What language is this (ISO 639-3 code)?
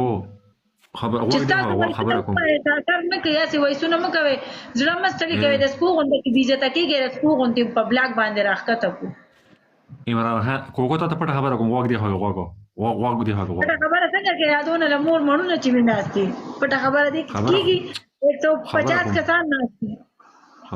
pus